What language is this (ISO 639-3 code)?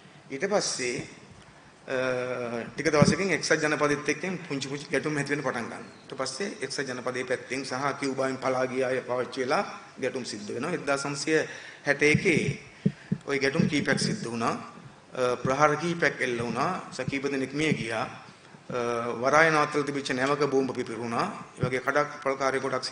sin